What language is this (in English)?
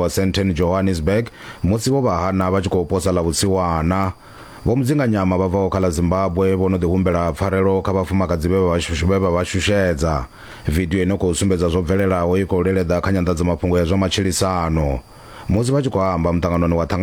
Venda